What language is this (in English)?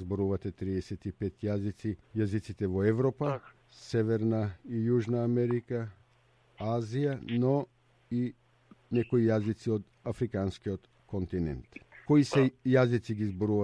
Macedonian